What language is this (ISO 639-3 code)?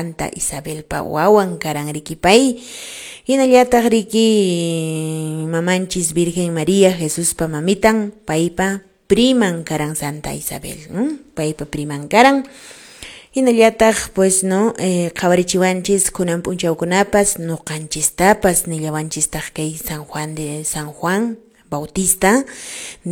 que